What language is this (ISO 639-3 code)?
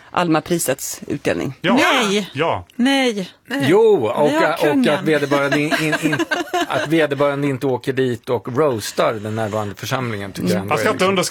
swe